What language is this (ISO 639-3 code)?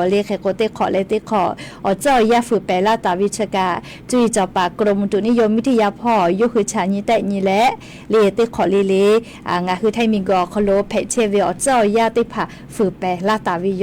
lhu